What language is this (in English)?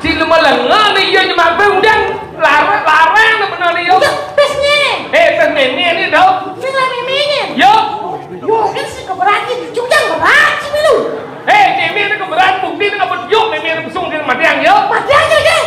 Balinese